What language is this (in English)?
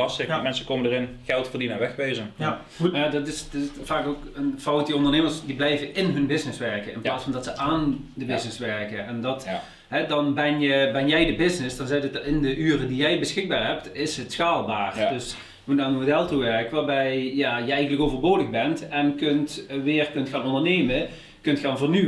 Dutch